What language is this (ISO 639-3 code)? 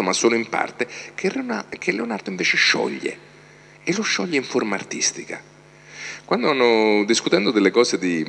ita